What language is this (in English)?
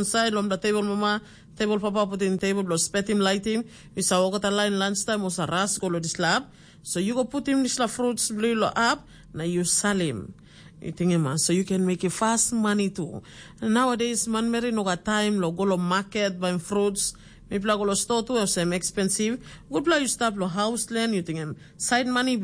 Tok Pisin